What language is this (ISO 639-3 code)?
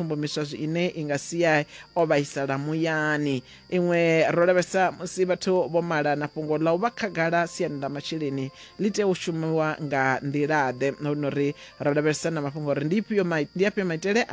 ven